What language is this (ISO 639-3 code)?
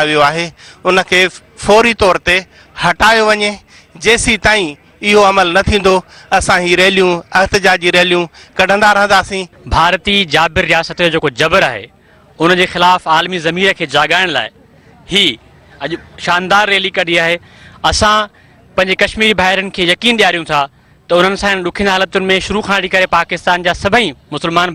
snd